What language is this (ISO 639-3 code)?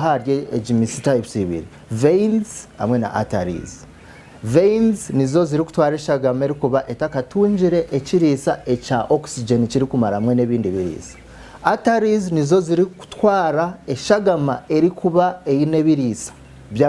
nyn